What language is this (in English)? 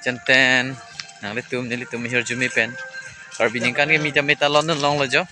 Karbi